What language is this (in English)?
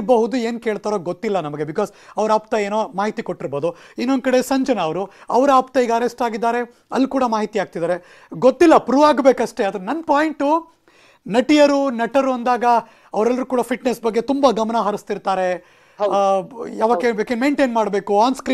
Kannada